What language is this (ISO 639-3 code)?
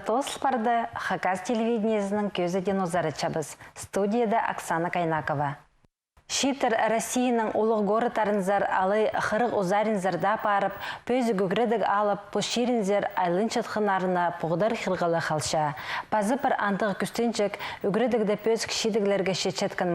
kjh